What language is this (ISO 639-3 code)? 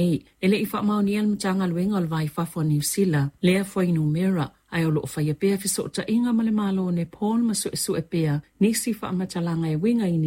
smo